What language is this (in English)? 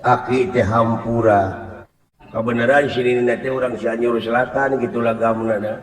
Sundanese